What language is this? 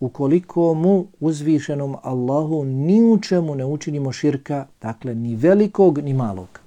Bosnian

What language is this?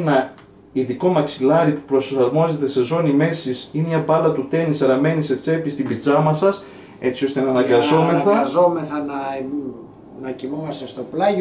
Greek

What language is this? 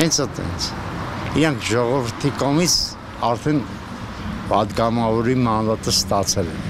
Armenian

